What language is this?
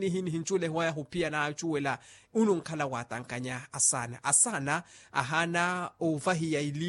Makhuwa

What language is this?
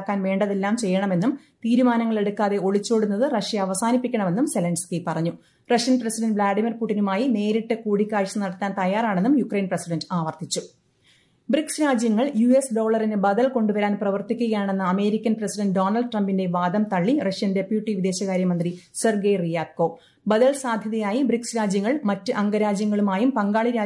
Malayalam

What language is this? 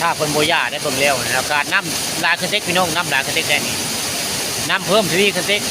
Northeastern Thai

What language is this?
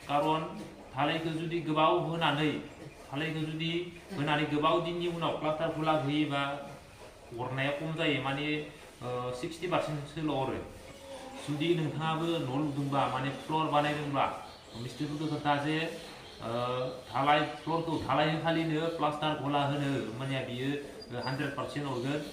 Bodo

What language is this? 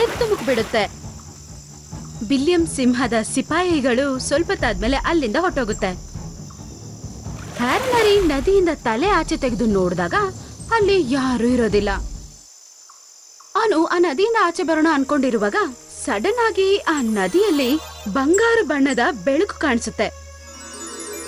Kannada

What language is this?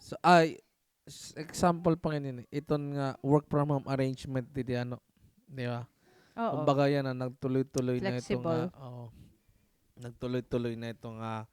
Waray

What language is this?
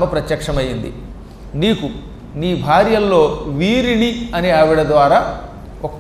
Telugu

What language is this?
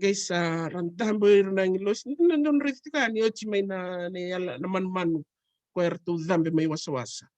Fijian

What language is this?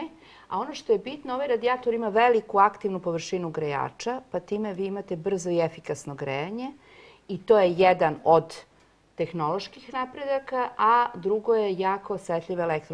Serbian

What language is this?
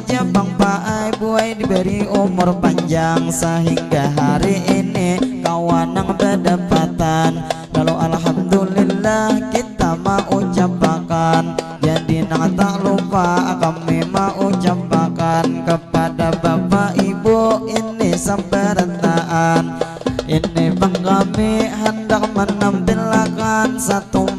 Banjar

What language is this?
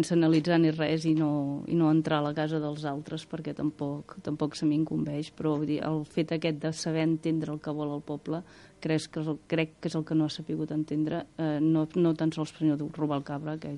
Catalan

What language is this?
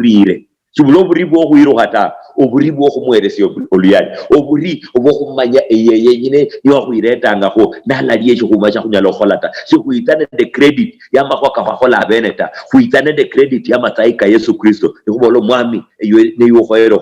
Luyia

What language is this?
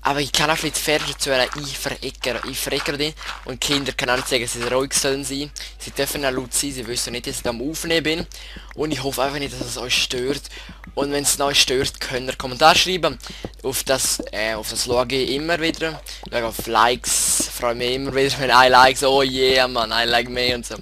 Swiss German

